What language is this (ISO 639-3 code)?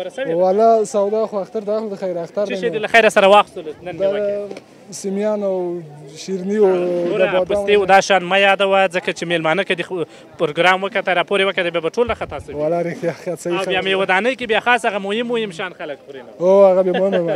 pus